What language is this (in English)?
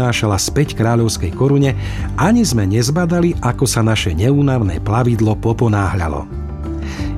Slovak